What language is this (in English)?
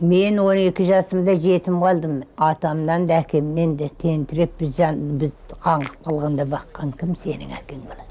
Kazakh